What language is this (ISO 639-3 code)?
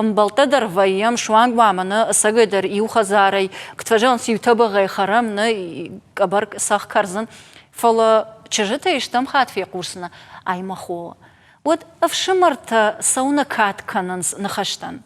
oss